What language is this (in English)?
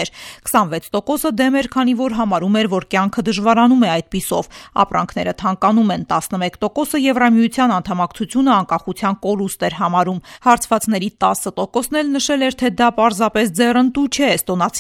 Armenian